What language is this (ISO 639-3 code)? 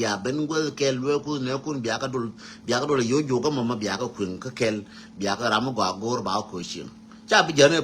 nus